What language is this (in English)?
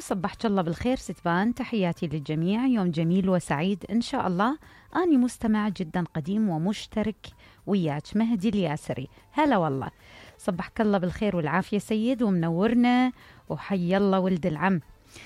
Mesopotamian Arabic